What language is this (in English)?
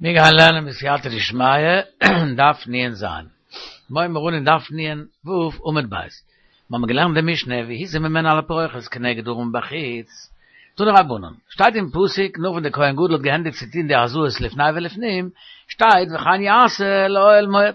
Yiddish